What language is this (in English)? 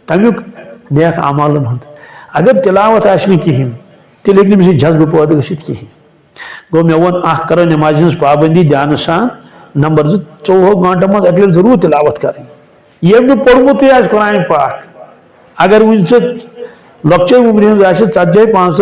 Kashmiri